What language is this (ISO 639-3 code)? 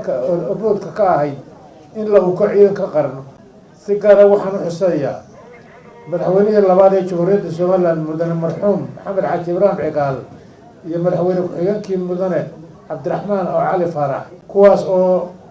som